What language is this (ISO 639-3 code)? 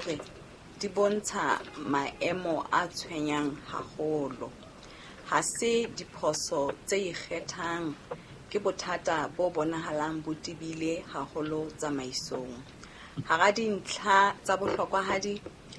sot